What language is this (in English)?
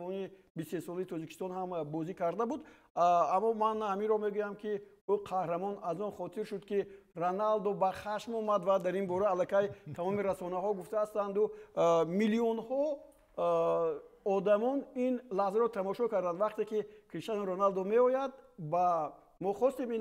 Tajik